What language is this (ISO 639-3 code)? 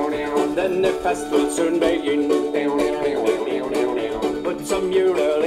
nor